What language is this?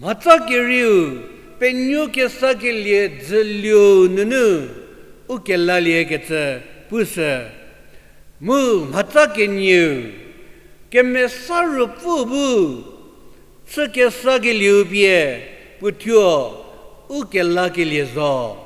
Angami Naga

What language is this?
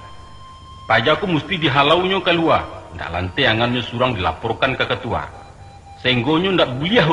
Minangkabau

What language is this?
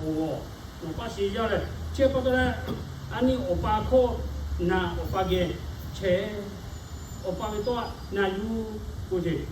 Lahu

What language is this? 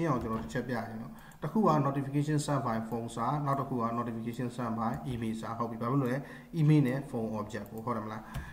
Burmese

